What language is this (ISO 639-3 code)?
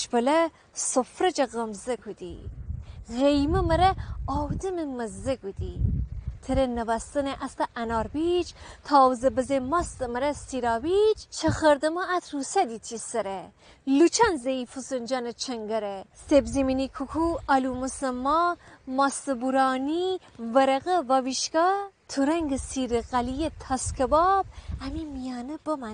glk